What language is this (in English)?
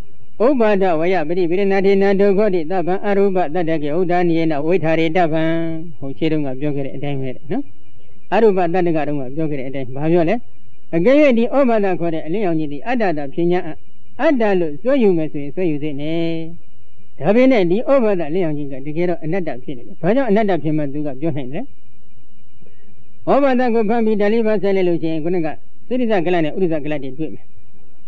Burmese